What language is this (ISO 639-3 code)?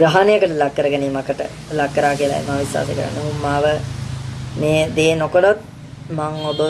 sin